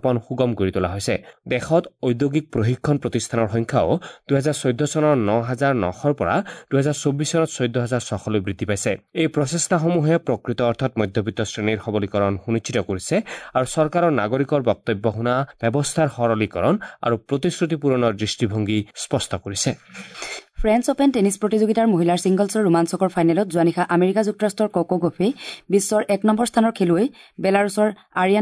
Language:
Assamese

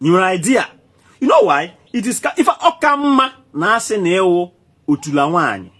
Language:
Igbo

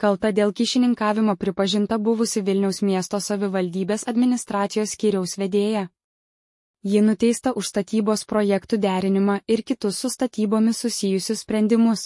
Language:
Lithuanian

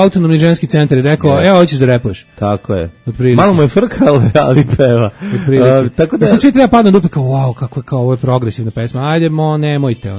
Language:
Serbian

